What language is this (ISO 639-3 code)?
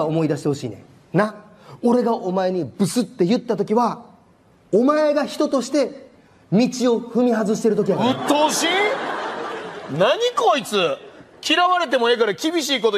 jpn